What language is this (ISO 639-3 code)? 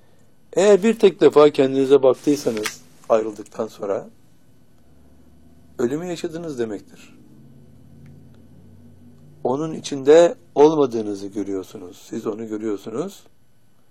tur